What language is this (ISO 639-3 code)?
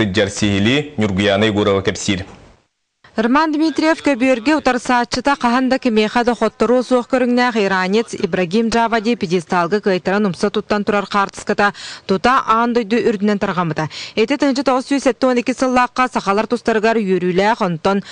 sah